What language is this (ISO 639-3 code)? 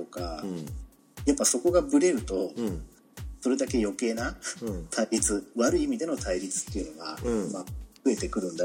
jpn